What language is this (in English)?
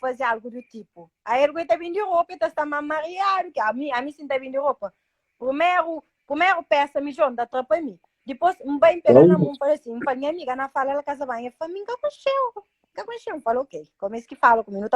Kabuverdianu